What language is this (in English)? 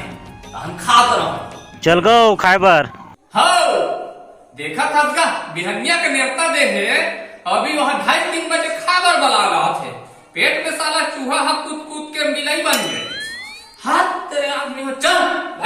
Chhattisgarhi